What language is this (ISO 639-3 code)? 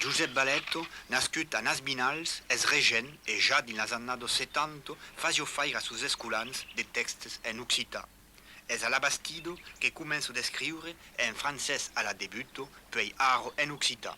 oci